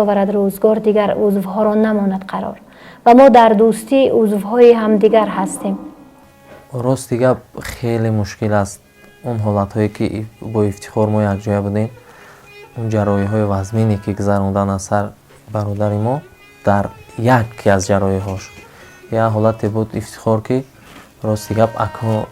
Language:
Tajik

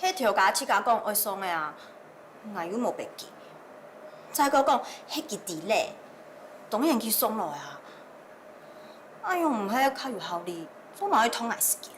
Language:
Hakka Chinese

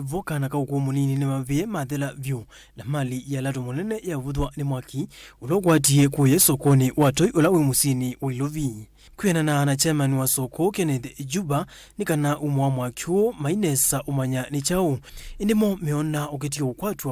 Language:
Kamba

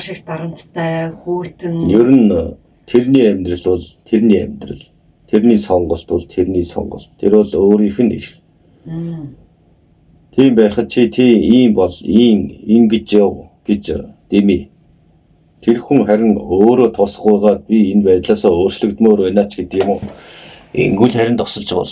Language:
Mongolian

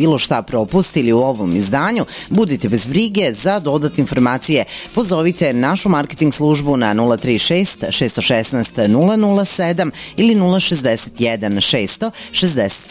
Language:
Serbian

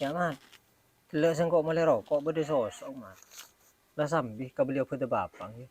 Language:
Madurese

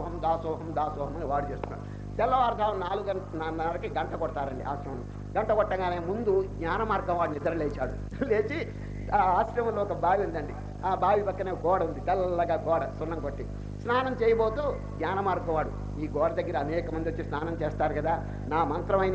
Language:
Telugu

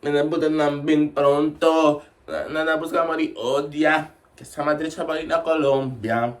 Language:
Papiamento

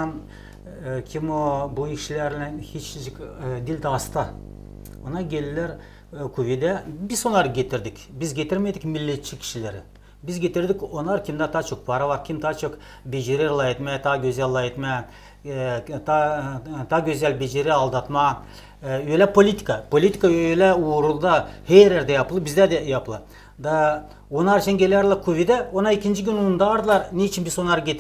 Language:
Gagauz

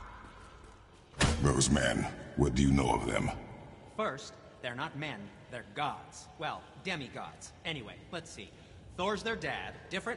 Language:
English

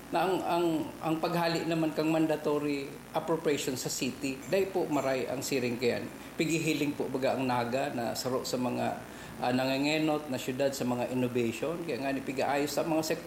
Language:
Bikol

